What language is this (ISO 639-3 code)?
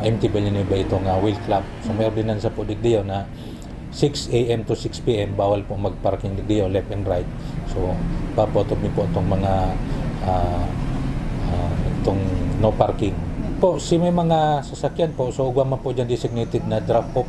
bik